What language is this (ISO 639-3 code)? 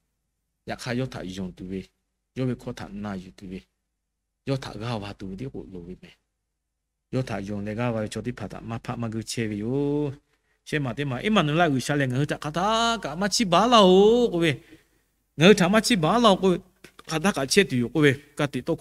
lhu